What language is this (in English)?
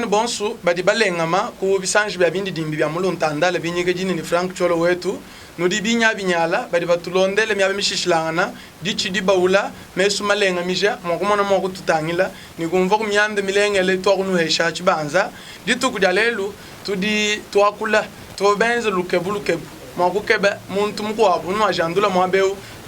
Luba-Lulua